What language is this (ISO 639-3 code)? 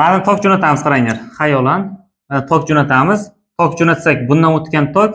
uzb